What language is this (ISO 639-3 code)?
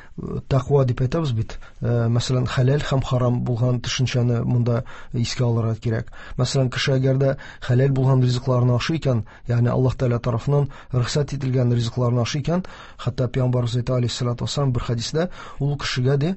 tat